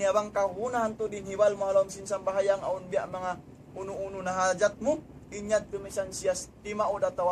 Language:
Tausug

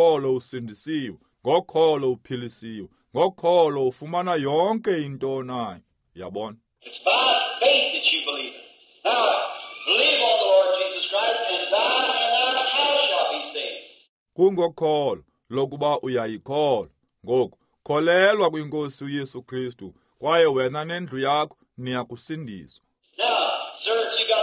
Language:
Xhosa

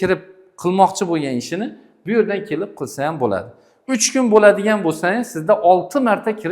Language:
Uzbek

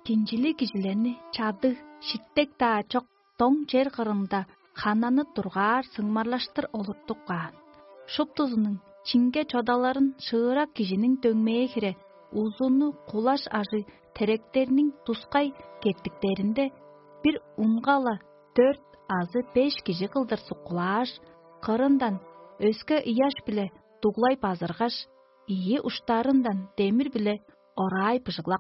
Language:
Tuvinian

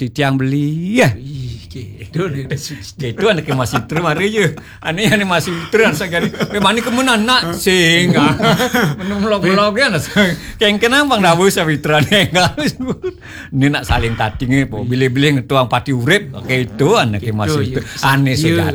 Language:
Balinese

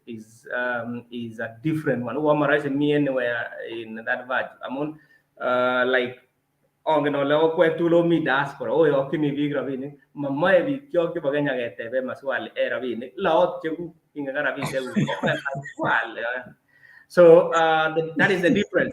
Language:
Kalenjin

